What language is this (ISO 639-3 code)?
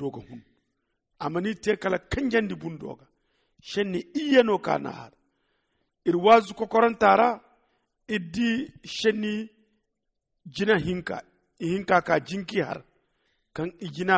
dje